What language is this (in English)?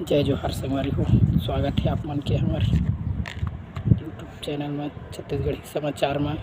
Chhattisgarhi